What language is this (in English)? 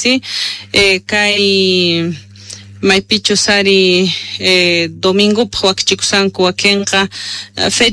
South Bolivian Quechua